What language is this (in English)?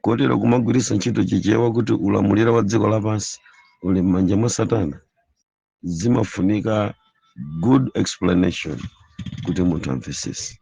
Nyanja